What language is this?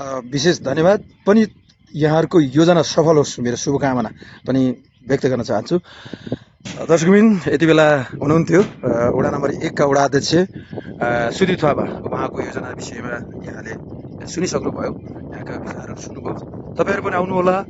Nepali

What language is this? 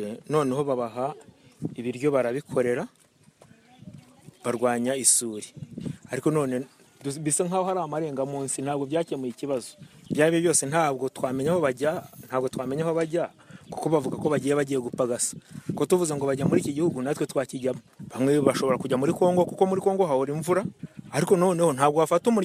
Kinyarwanda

